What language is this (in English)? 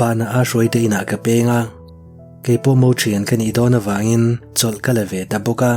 Mizo